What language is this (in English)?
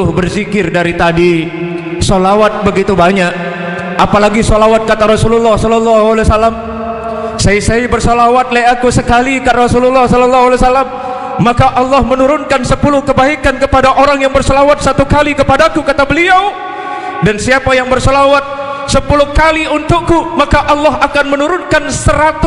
Sasak